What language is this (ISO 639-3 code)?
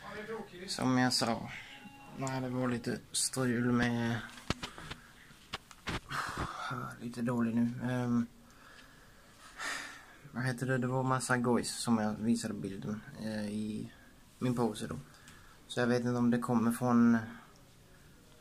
swe